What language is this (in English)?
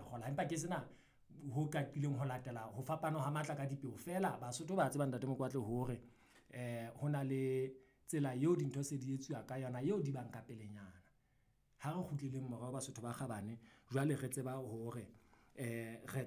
Southern Sotho